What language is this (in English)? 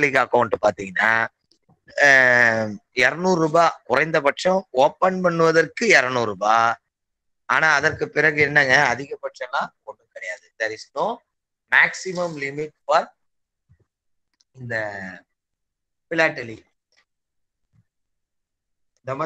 Tamil